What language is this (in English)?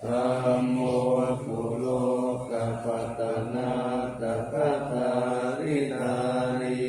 Pali